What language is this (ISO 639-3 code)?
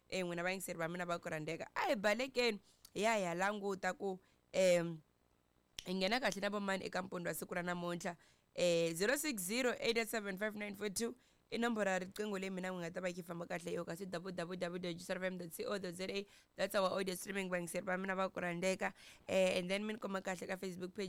tso